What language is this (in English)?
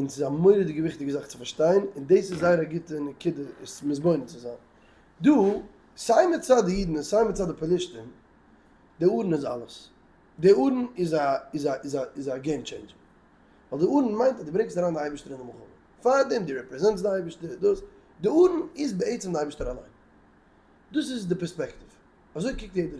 Yiddish